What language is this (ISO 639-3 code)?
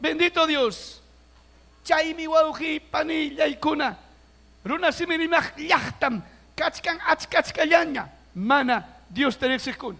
quy